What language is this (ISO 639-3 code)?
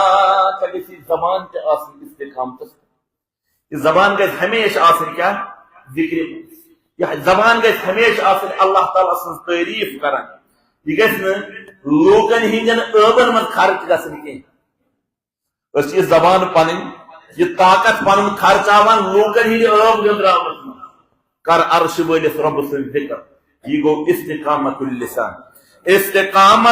kas